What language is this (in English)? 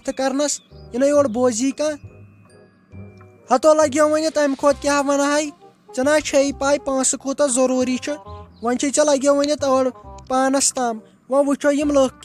Kashmiri